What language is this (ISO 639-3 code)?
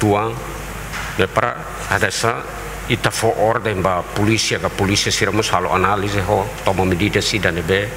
tet